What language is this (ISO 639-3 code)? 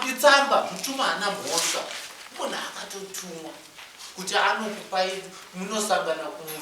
sna